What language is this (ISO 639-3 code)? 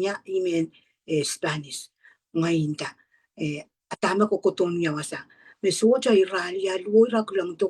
pon